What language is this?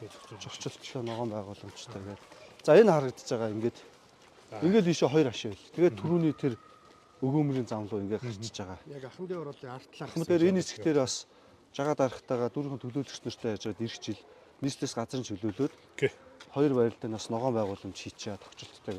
Mongolian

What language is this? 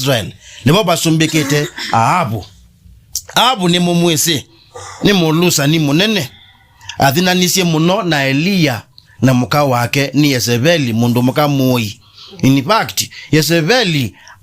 Kamba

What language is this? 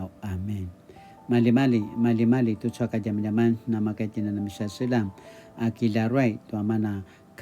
Paiwan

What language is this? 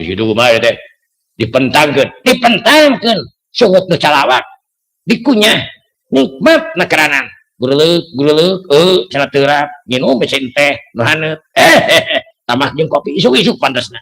Sundanese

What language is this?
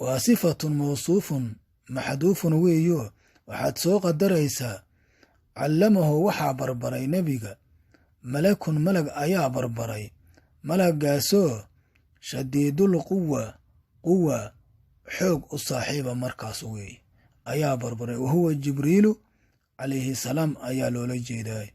Somali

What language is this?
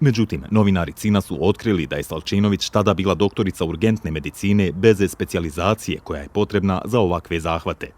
Bosnian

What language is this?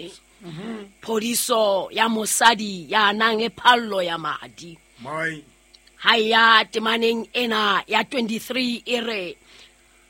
Southern Sotho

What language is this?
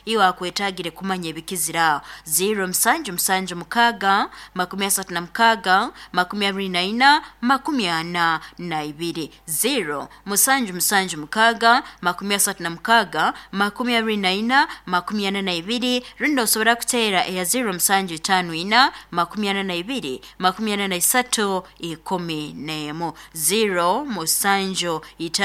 Nyoro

